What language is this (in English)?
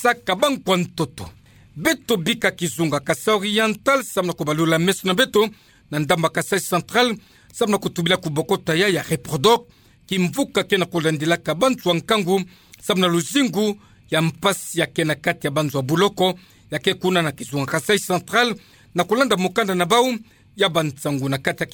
Kituba (Democratic Republic of Congo)